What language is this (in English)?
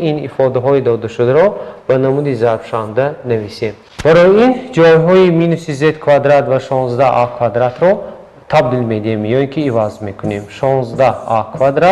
Tajik